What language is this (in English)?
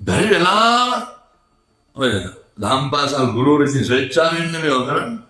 Sinhala